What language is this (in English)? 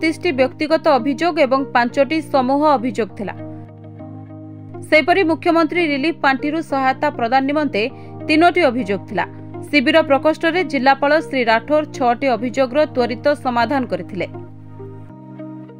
Odia